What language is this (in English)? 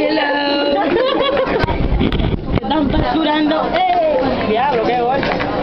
Spanish